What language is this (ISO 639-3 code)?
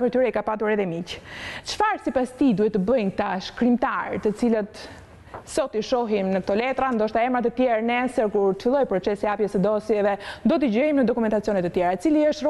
sqi